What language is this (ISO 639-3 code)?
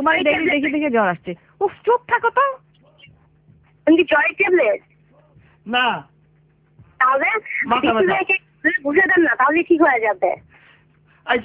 ben